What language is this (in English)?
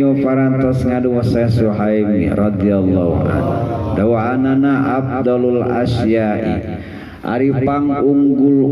Sundanese